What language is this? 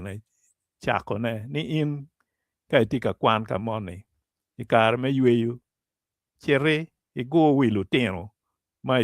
Acoli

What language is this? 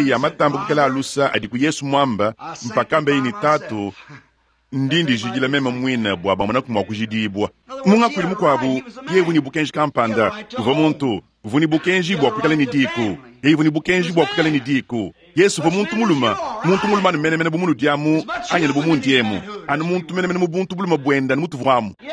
Luba-Lulua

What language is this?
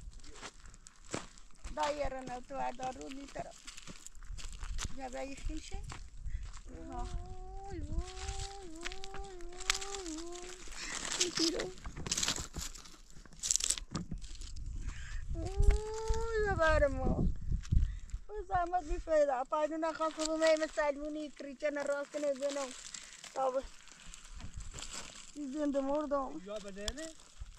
Persian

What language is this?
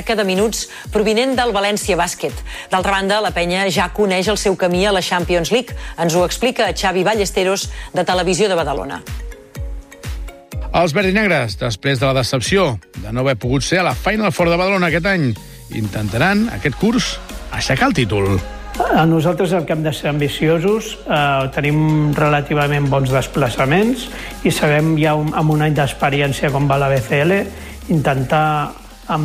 Catalan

